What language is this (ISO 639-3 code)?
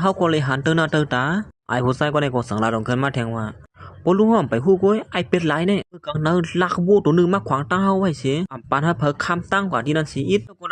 shn